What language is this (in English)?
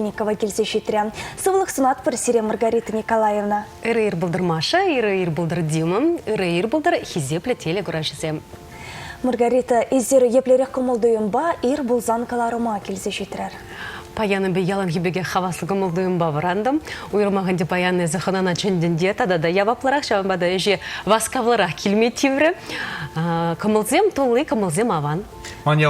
Chuvash